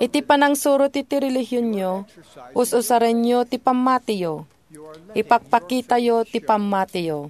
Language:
Iloko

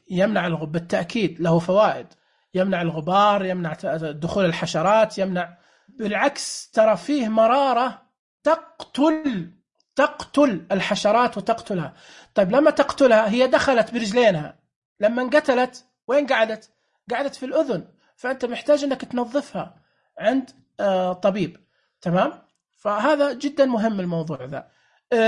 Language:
Najdi Arabic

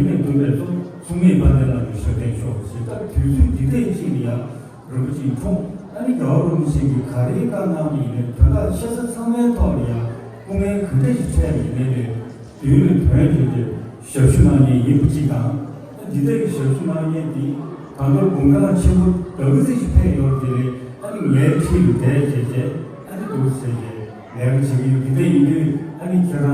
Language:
Tibetan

